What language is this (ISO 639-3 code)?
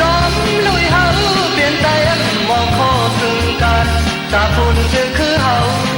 shn